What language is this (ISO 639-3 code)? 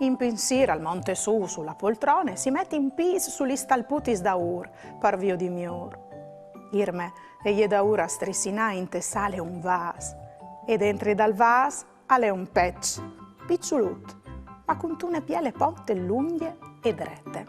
fur